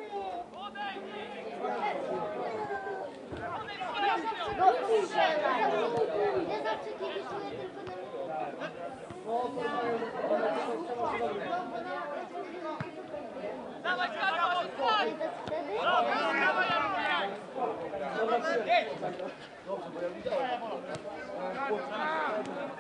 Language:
Polish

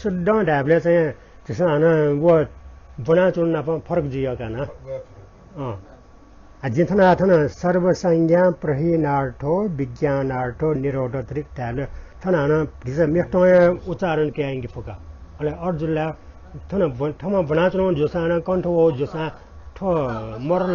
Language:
Newari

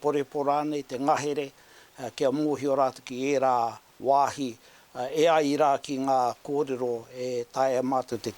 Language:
Māori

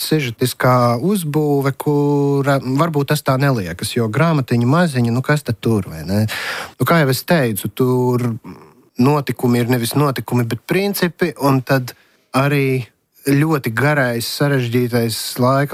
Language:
Latvian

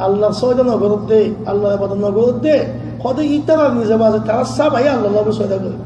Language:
Rohingya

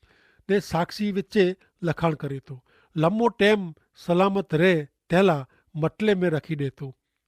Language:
Kachhi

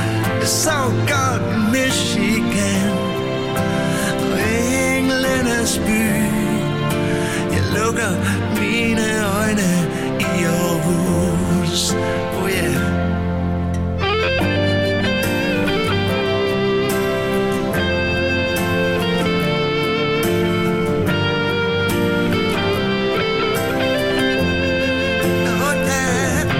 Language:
Danish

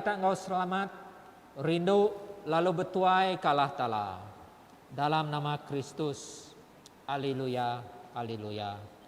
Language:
Iban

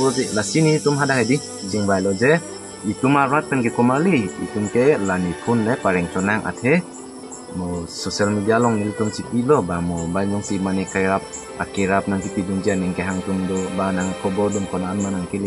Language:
Karbi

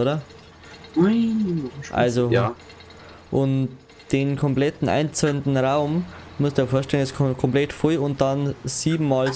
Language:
Bavarian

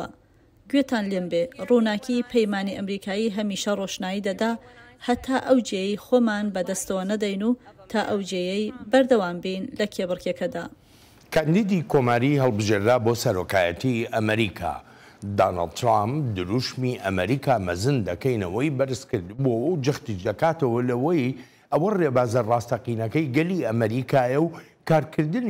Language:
Central Kurdish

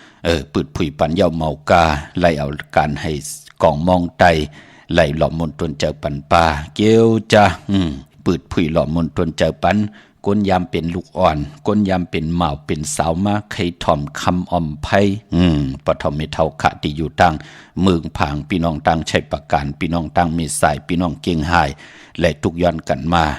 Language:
Shan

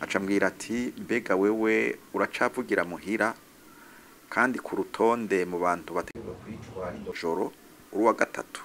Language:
Rundi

